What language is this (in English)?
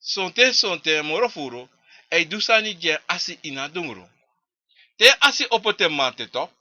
Sranan Tongo